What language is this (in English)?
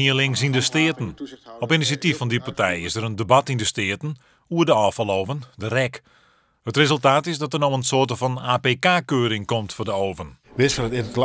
Western Frisian